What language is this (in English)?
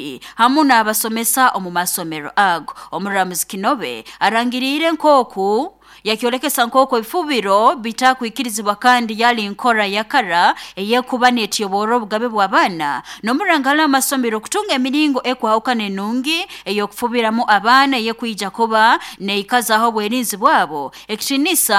Nyoro